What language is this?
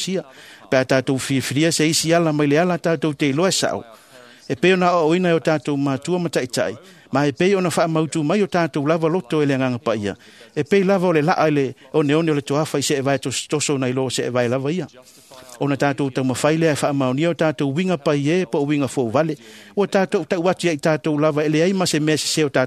Samoan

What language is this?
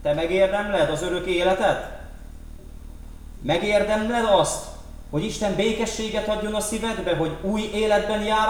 Hungarian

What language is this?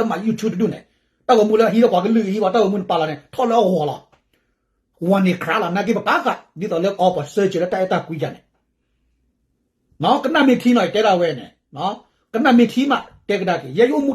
S'gaw Karen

